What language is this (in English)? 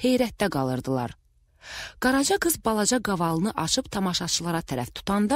Azerbaijani